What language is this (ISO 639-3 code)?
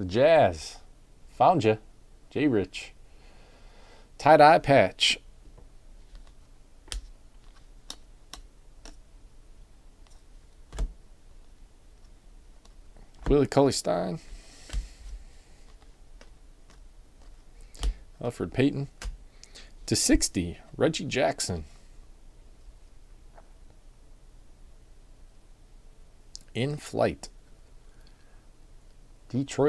eng